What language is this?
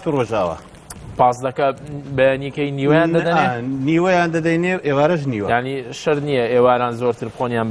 Central Kurdish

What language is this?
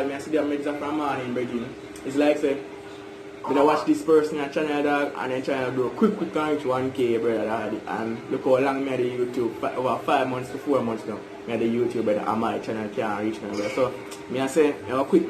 Jamaican Creole English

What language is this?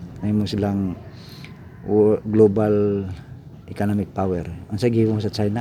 Cebuano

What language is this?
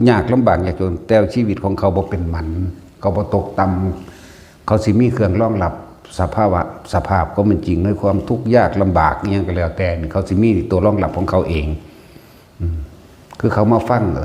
Northeastern Thai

